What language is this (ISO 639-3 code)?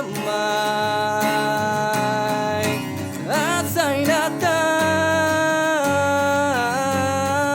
iba